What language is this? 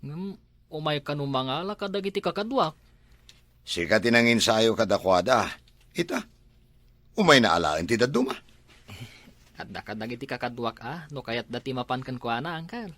Iloko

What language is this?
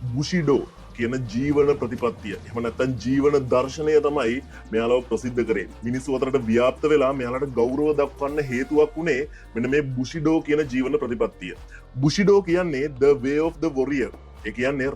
Sinhala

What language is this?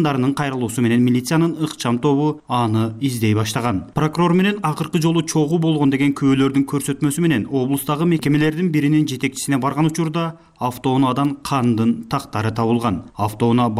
Kyrgyz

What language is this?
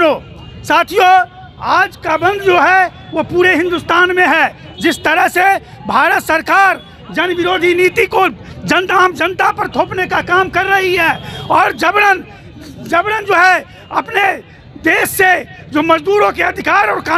Hindi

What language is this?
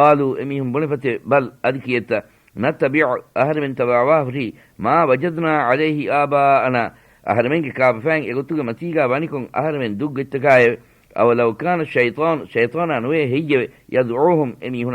Divehi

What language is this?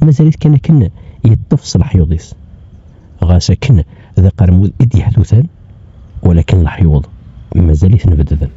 Kabyle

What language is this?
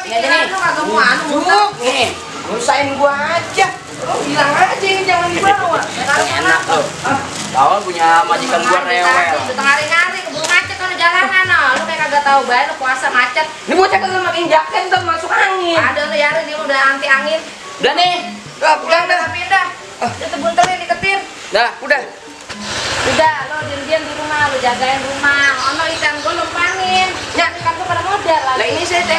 Betawi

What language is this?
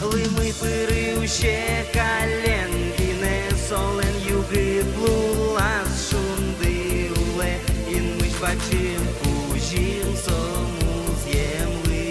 Udmurt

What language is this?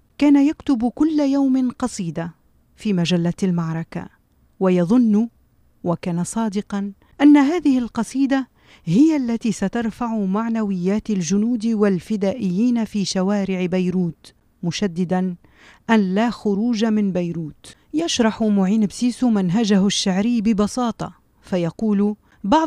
Tunisian Arabic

